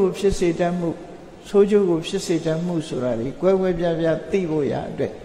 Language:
Burmese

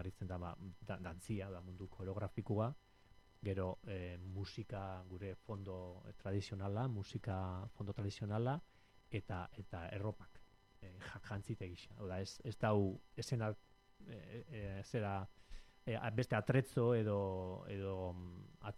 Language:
Basque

